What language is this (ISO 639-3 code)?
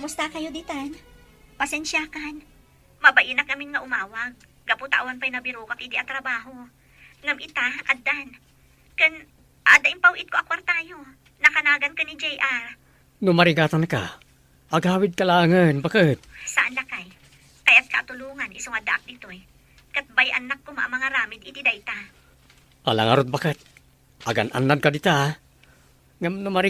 ilo